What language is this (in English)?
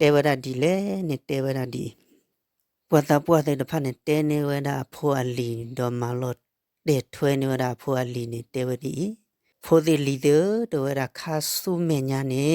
S'gaw Karen